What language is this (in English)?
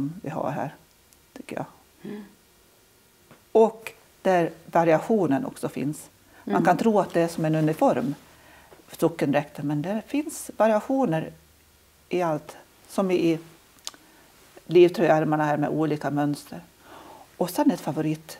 Swedish